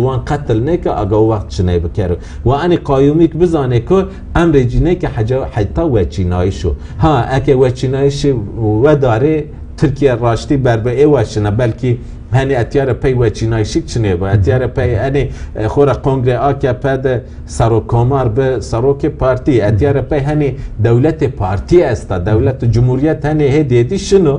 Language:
Kurdish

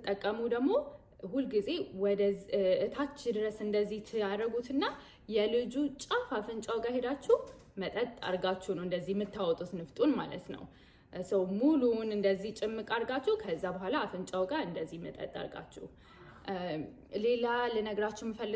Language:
Amharic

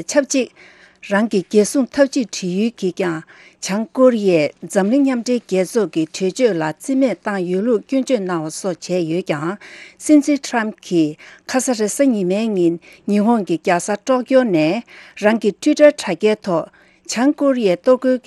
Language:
Tibetan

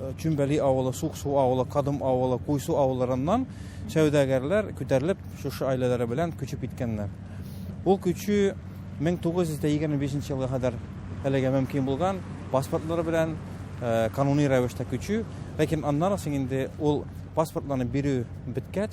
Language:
Tatar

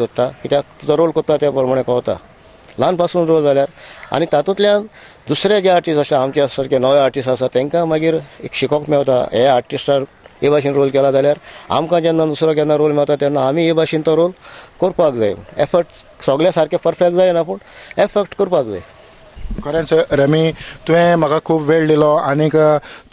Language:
Konkani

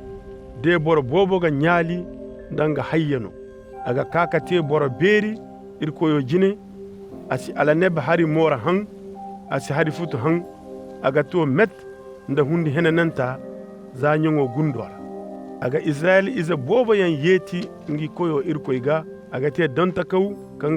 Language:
Koyraboro Senni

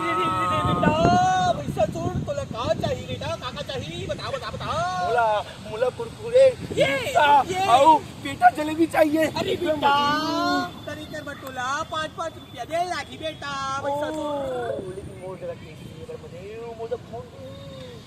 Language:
Chhattisgarhi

